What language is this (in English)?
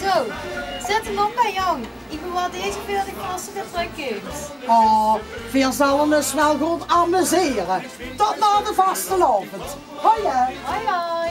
Limburgish